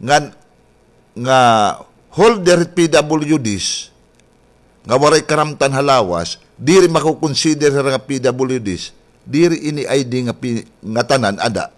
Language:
Waray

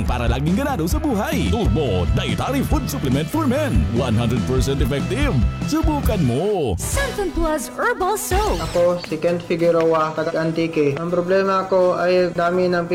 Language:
Filipino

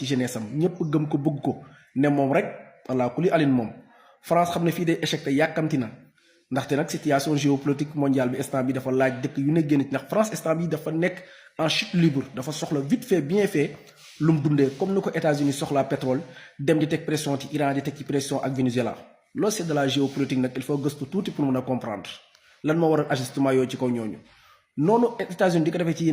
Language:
Wolof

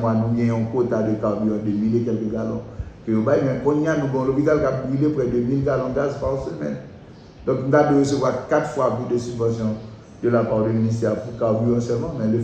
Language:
Haitian Creole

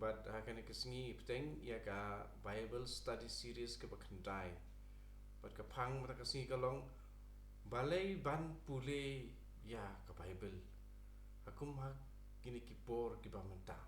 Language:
Khasi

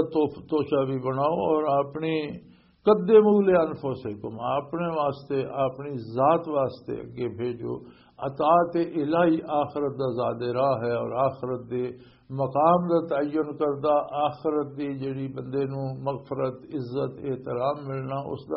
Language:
Western Panjabi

